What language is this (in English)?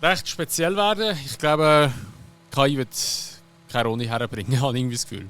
Swiss German